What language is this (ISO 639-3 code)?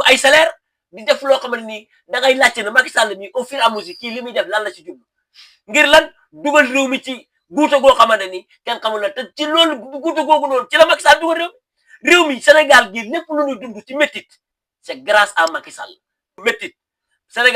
wol